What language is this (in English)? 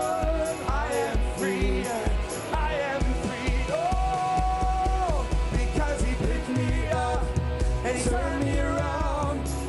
Ewe